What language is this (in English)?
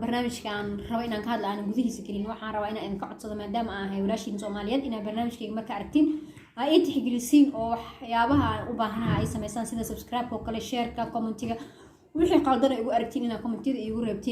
Somali